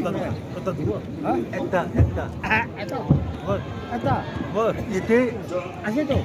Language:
Chokri Naga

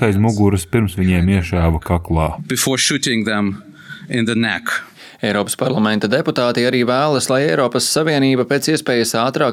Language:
Latvian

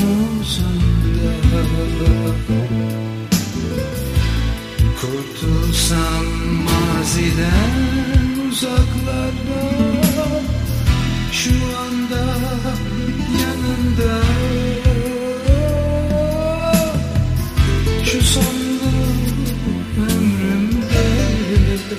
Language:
Turkish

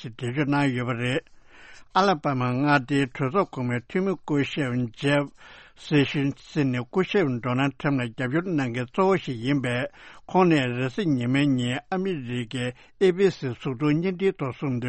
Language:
Tibetan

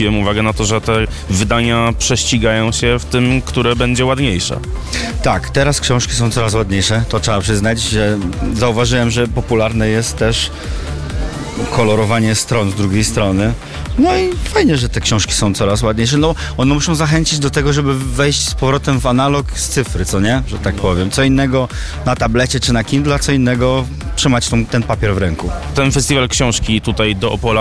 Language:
Polish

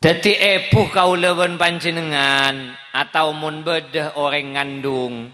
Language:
Madurese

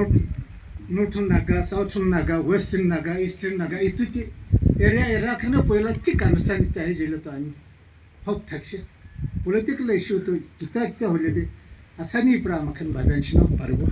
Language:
Naga Pidgin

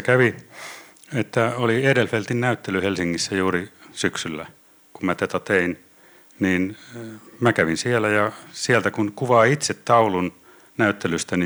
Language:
Finnish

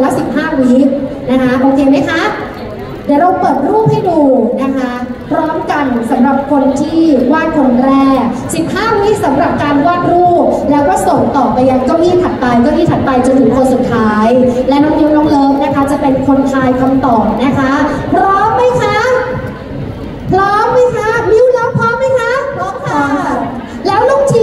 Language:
Thai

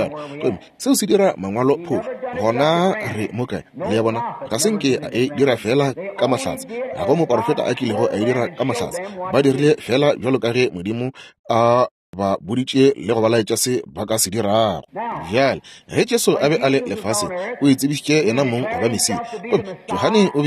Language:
Northern Sotho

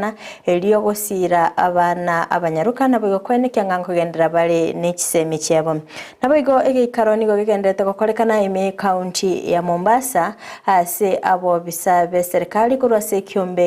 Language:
Gusii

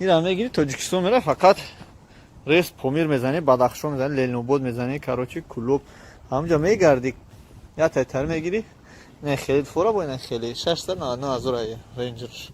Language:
Tajik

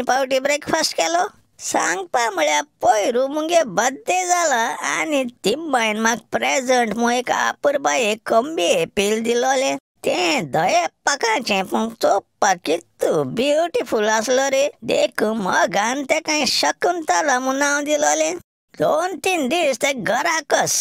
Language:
Konkani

